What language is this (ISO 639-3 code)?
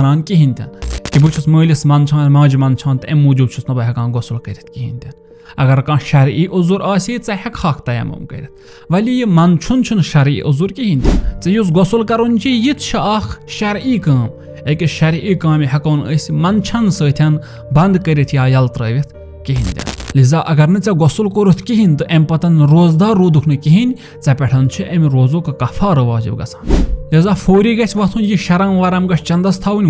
kas